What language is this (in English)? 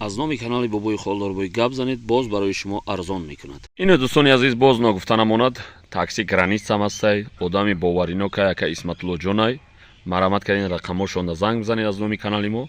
Tajik